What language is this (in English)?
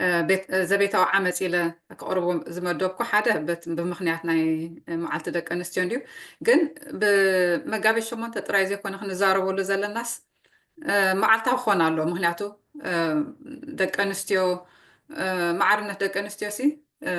Tigrinya